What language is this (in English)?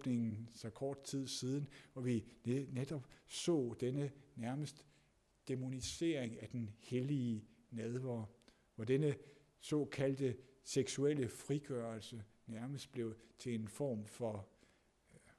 Danish